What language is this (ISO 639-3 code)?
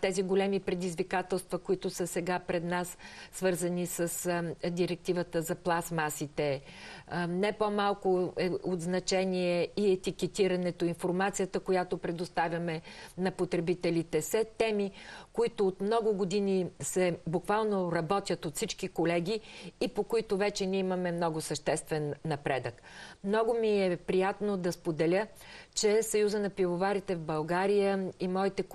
bul